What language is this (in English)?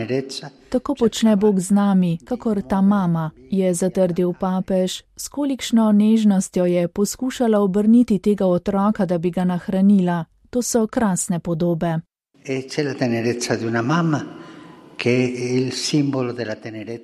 Slovenian